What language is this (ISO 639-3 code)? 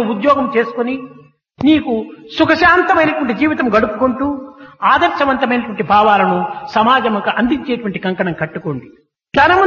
tel